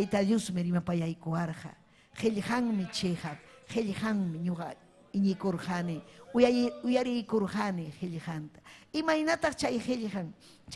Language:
Ayacucho Quechua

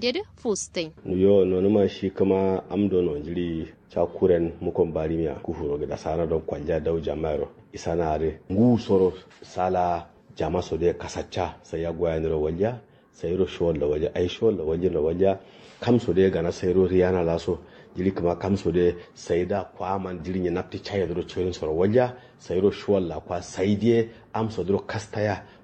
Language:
Kanuri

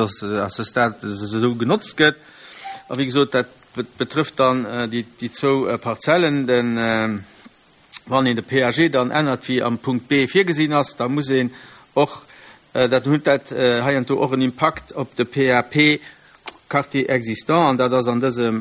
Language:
Luxembourgish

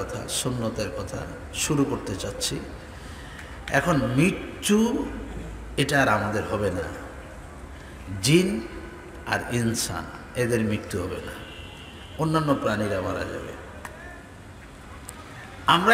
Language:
Bangla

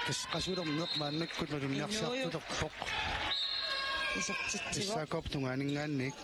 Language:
Kalaallisut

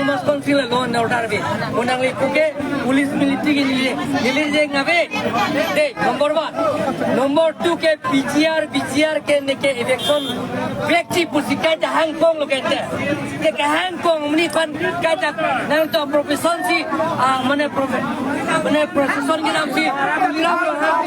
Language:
Karbi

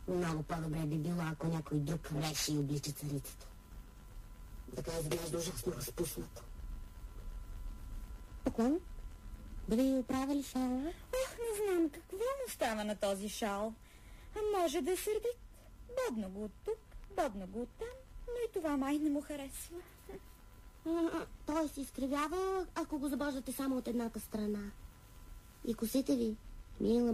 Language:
Bulgarian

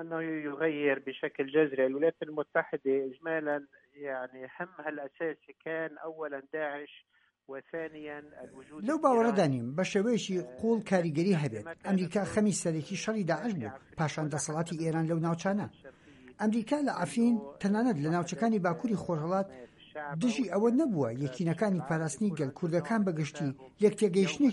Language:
Central Kurdish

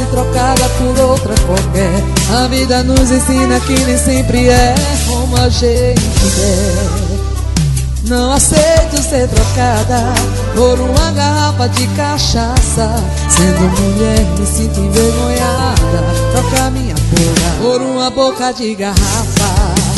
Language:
Portuguese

